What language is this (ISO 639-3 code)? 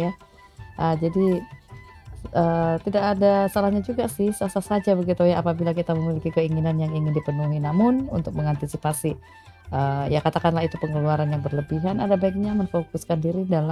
ind